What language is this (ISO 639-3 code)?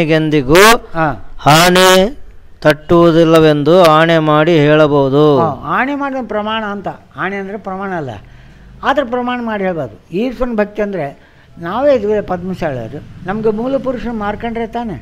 kan